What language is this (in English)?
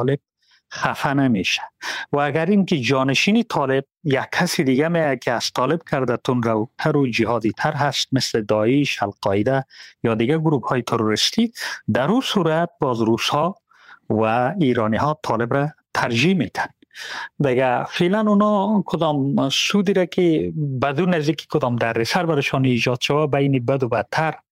Persian